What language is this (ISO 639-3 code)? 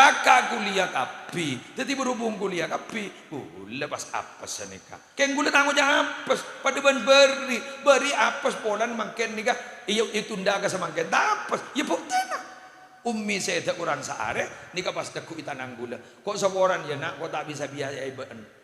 mad